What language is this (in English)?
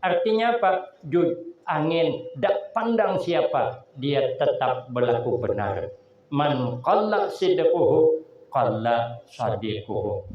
Banjar